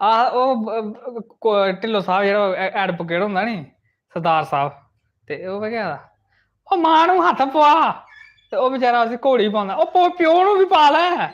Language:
Dogri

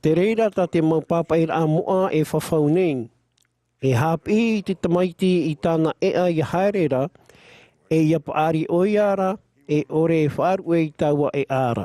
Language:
Tahitian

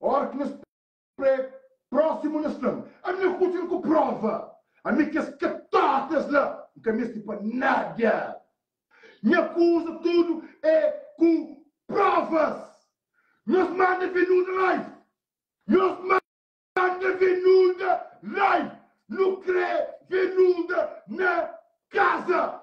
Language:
Kabuverdianu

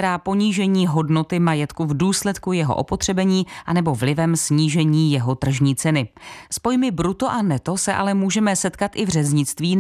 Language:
Czech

